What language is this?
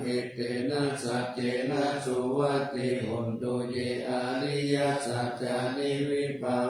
Pali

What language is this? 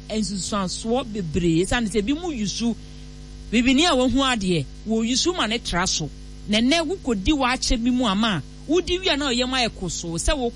Akan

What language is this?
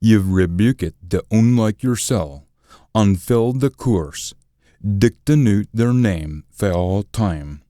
Scots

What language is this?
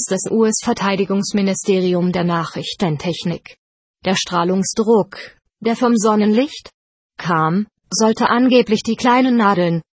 German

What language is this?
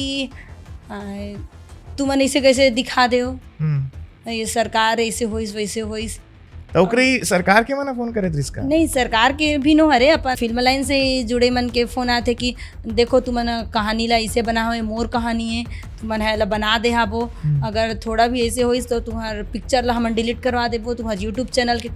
Chhattisgarhi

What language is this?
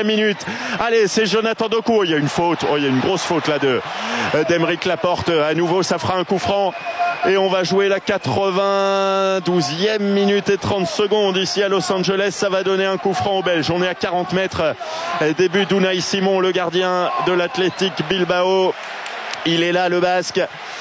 French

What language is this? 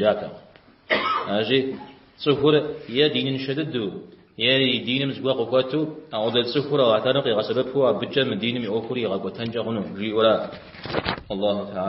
Kabardian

